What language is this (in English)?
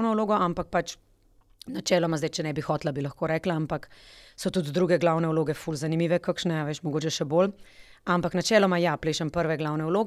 Slovenian